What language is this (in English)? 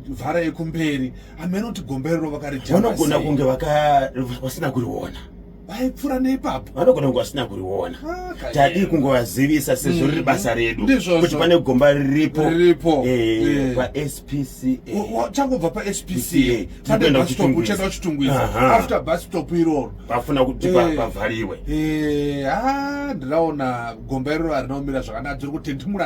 Shona